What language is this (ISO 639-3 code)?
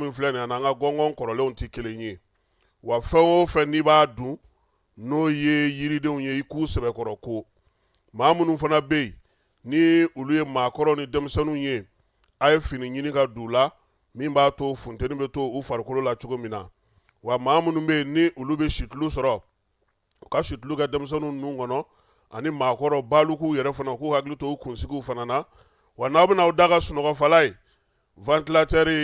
bam